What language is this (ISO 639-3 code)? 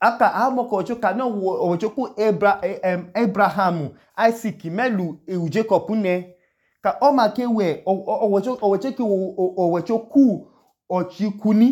idu